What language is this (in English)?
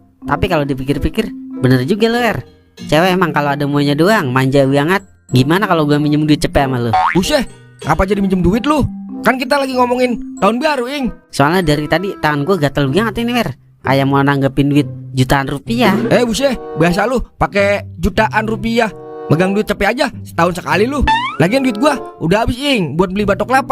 Betawi